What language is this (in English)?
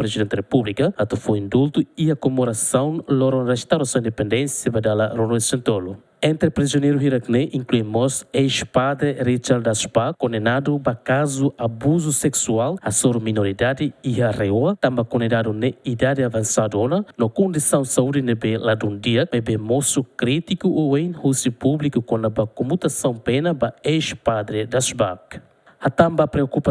Tetum